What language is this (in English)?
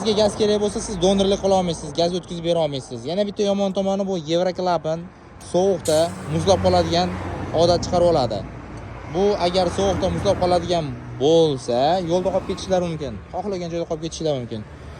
Uzbek